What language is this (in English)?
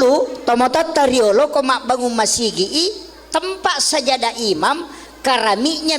Buginese